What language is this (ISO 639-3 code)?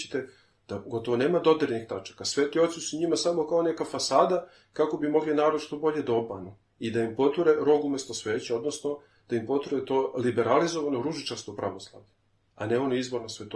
srp